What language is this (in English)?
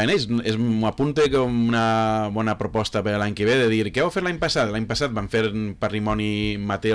Catalan